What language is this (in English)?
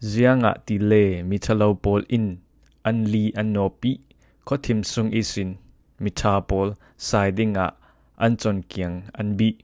Falam Chin